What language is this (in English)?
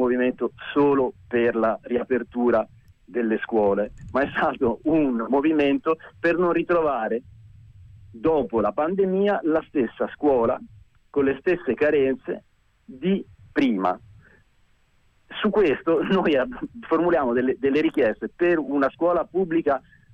Italian